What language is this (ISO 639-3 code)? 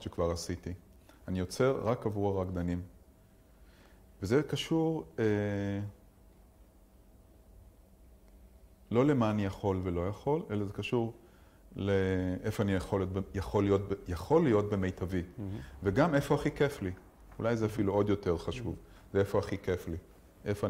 heb